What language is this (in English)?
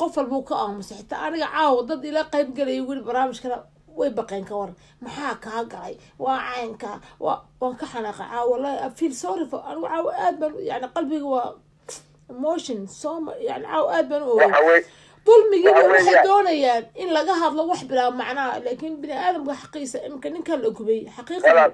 Somali